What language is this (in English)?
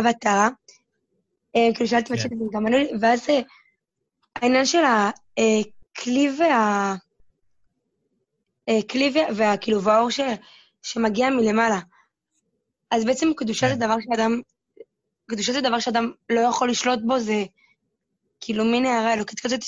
Hebrew